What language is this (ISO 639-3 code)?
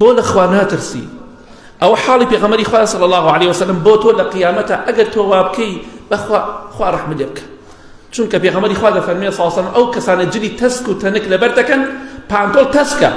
ckb